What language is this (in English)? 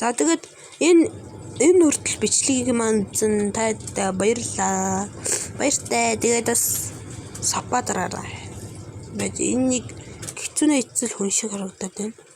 Mongolian